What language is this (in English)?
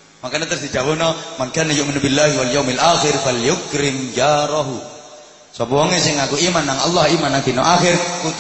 Javanese